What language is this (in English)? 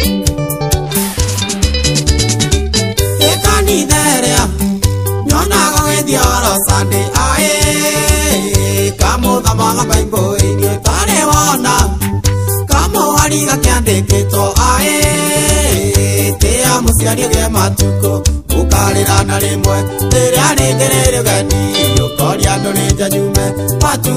Kikuyu